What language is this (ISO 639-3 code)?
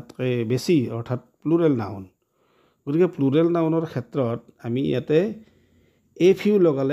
asm